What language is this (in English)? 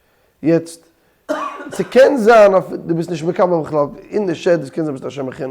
Yiddish